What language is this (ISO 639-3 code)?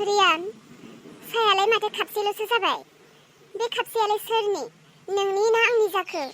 brx